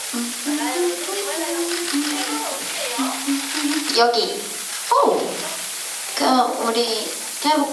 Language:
Korean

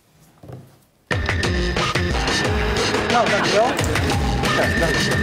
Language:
Dutch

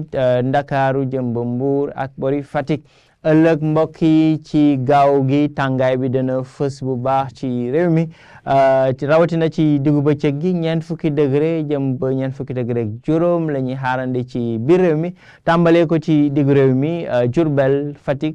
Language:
Wolof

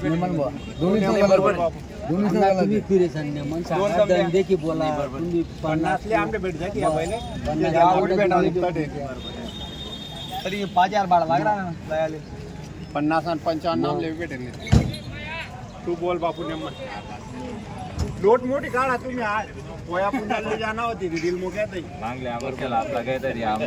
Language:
Marathi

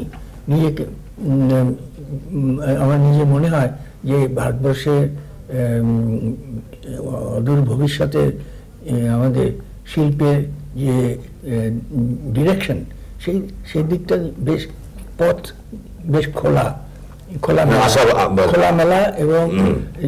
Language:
Bangla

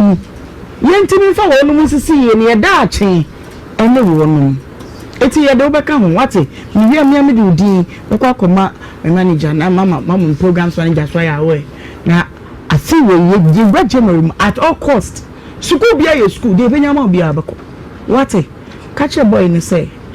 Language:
Akan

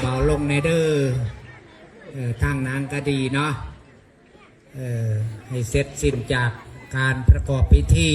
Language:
Lao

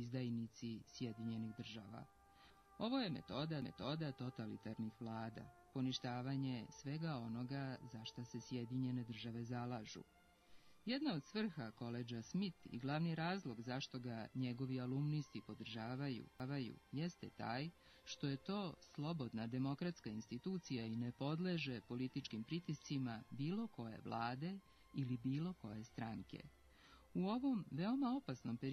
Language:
Serbian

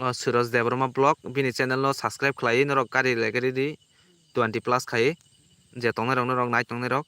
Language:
Kok Borok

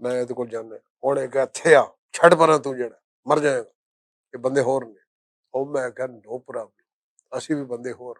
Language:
Western Panjabi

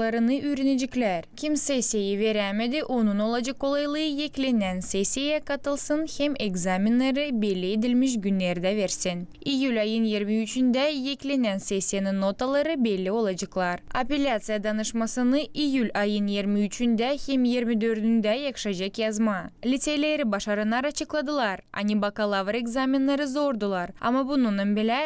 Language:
Gagauz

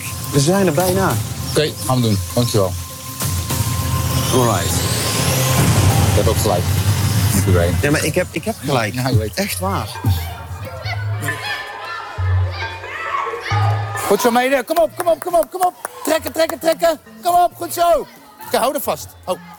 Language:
Dutch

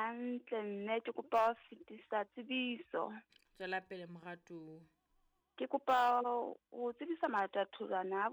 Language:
Southern Sotho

